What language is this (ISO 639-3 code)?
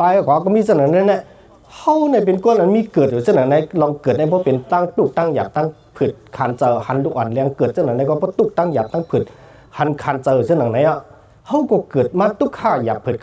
shn